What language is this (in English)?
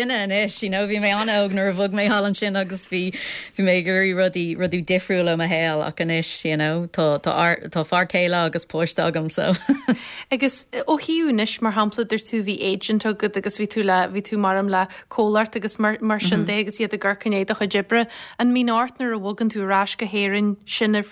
Irish